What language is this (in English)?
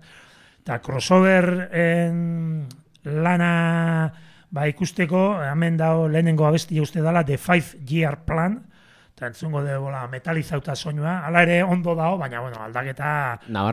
Basque